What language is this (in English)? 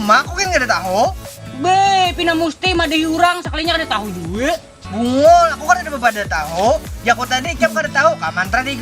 Banjar